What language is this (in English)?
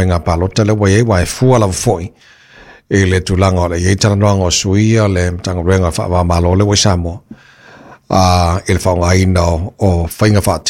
Samoan